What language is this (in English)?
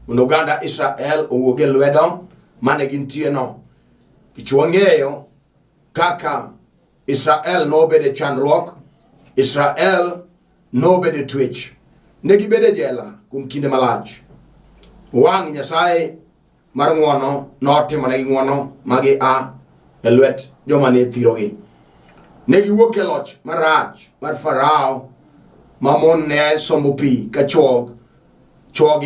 Luo (Kenya and Tanzania)